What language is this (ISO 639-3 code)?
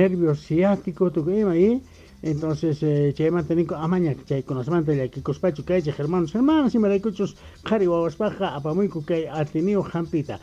quh